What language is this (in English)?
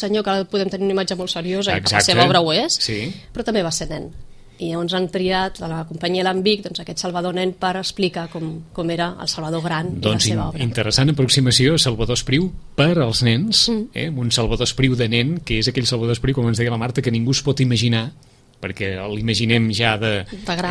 Catalan